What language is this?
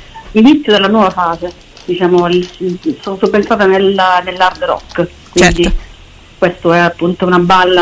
Italian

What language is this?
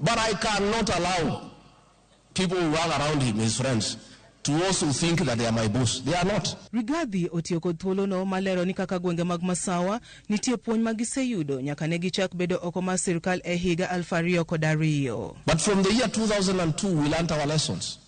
Luo (Kenya and Tanzania)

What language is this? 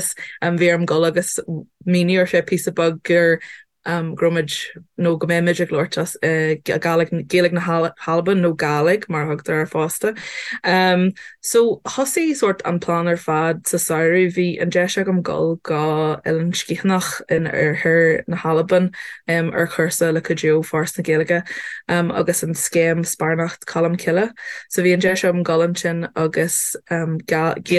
Irish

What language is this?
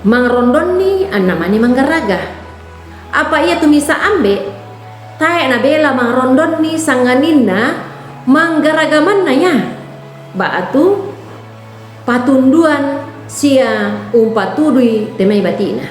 Toraja-Sa'dan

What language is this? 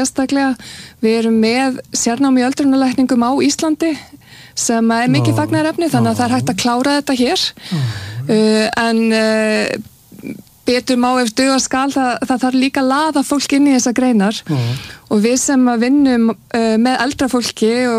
Icelandic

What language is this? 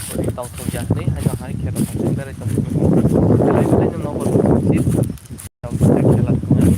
Kok Borok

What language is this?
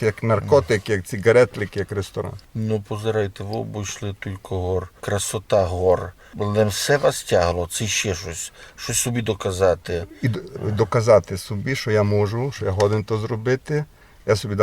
Rusyn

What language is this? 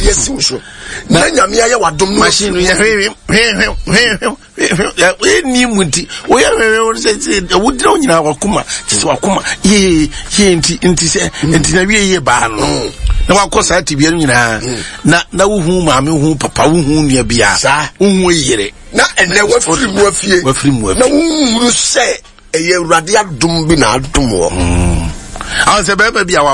Akan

